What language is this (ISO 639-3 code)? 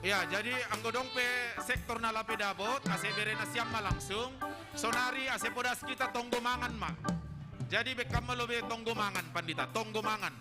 bts